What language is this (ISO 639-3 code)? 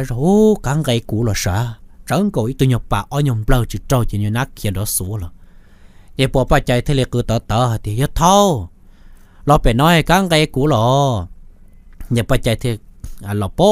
hmn